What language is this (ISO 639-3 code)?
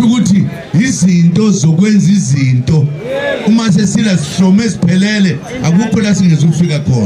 zul